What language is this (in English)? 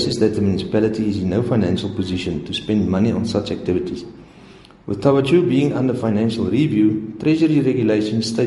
English